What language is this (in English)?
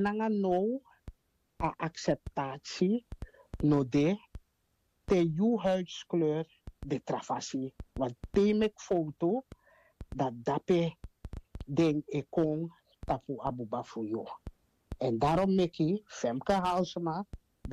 Sranan Tongo